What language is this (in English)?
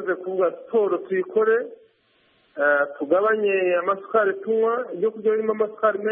Kinyarwanda